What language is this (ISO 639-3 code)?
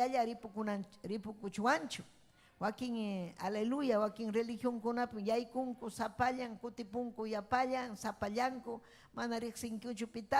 quy